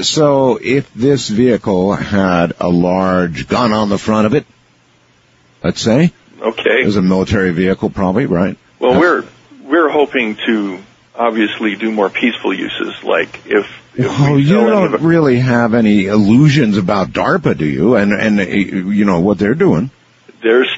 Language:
English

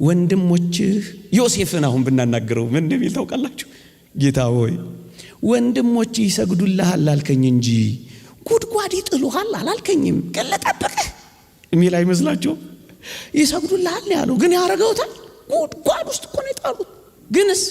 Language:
Amharic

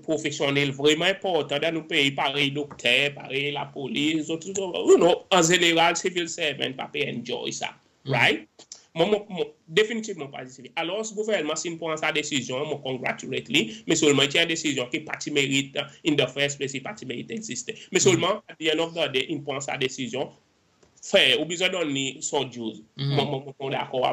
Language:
Seselwa Creole French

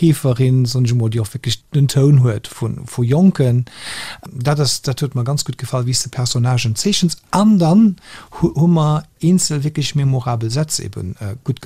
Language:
Luxembourgish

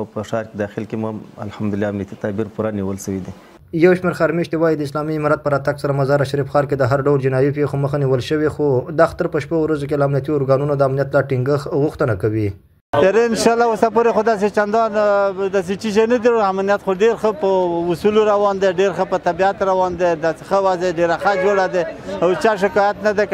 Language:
Pashto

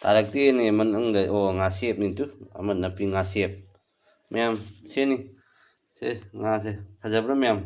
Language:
Manipuri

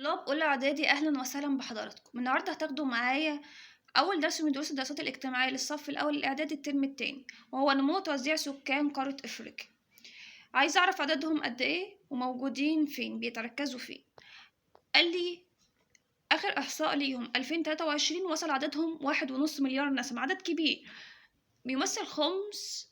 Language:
Egyptian Arabic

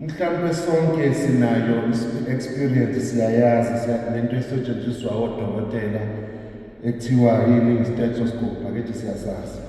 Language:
Zulu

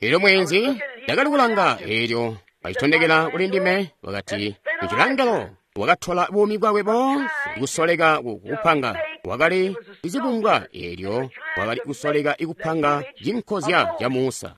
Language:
Tonga (Zambia)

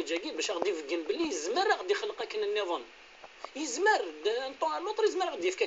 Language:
Kabyle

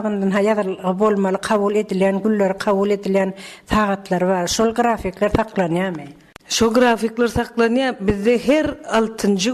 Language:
Turkmen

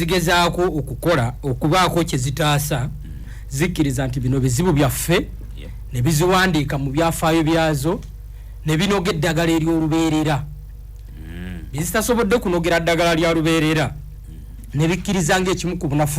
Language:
Ganda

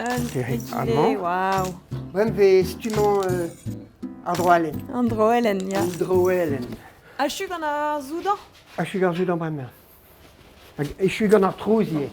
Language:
Breton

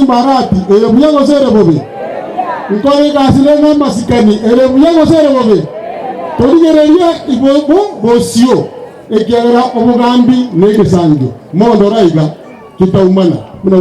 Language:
Gusii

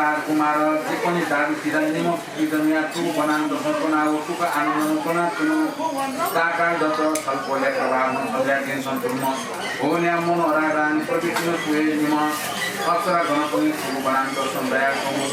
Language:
Newari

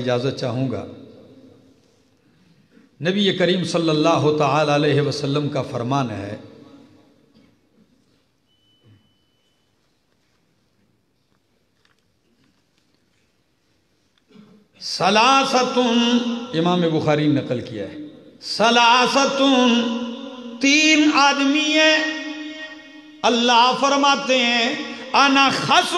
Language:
Urdu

